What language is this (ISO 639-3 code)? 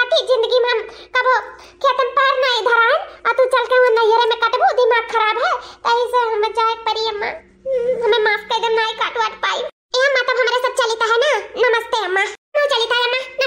awa